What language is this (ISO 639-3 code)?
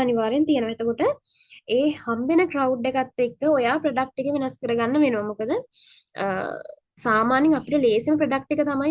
sin